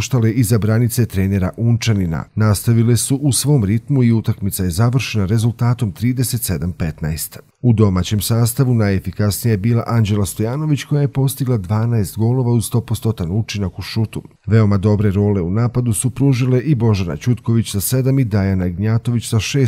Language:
Croatian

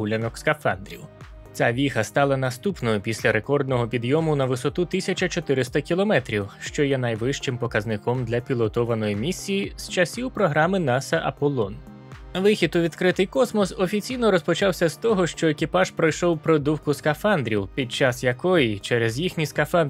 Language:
Ukrainian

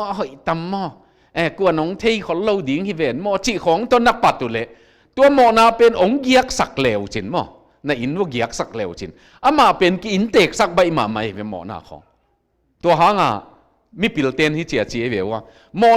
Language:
Tedim Chin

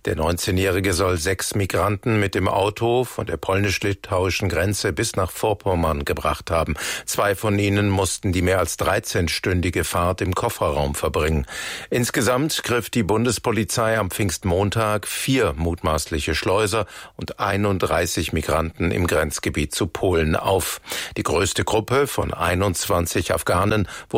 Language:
German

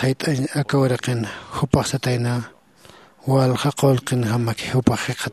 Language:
Aymara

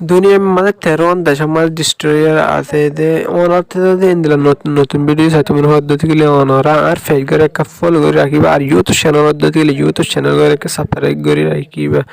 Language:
Rohingya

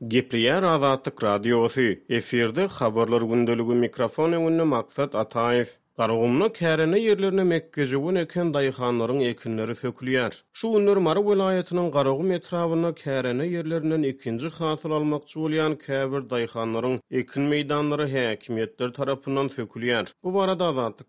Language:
Turkmen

